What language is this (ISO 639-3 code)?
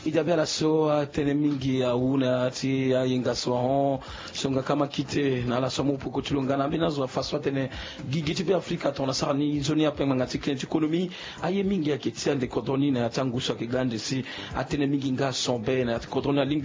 sag